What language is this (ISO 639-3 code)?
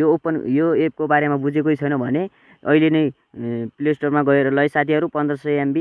nep